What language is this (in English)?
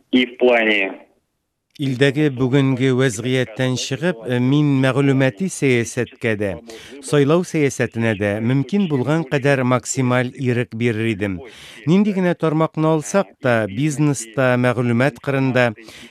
Tatar